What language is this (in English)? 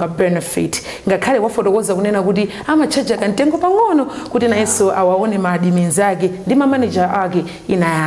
Nyanja